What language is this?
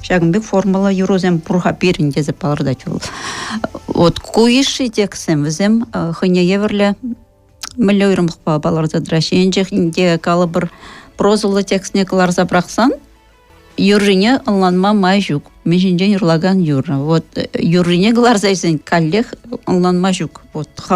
Chuvash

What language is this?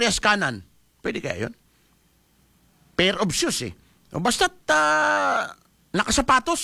Filipino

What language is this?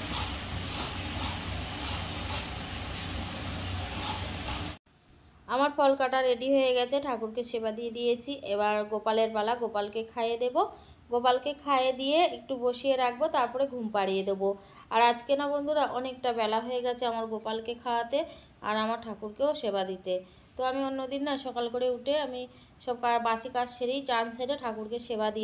Bangla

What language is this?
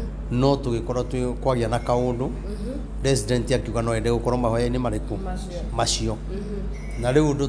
Kikuyu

